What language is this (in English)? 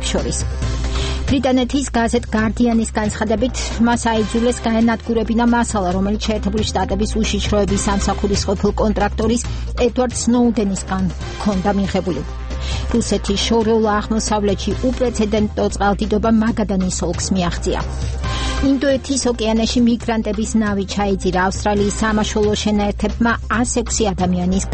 Georgian